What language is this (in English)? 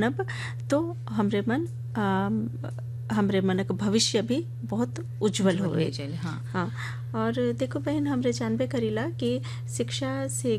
Bhojpuri